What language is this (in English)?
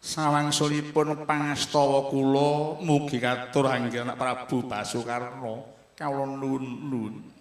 Javanese